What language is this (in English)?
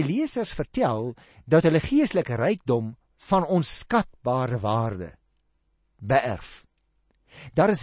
Afrikaans